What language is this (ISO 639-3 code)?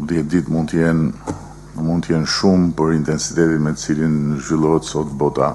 sqi